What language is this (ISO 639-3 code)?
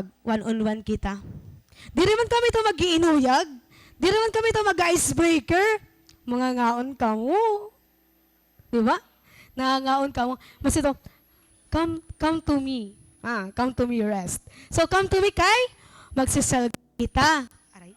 war